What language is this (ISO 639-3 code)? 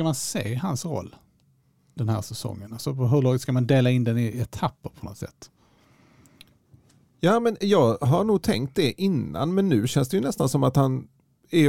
swe